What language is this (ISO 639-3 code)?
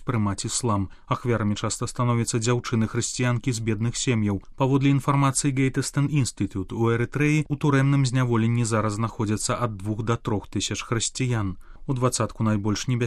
bel